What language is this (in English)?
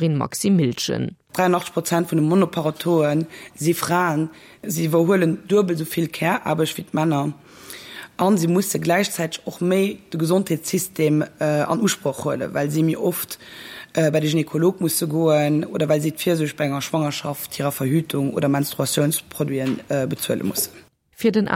Luxembourgish